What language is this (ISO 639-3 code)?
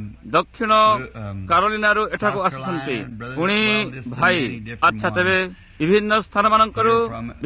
ori